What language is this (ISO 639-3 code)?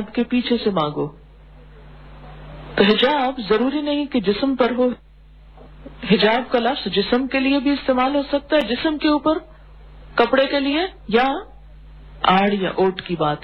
urd